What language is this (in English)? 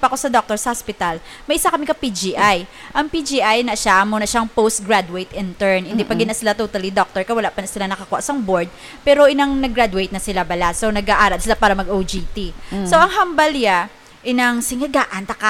Hiligaynon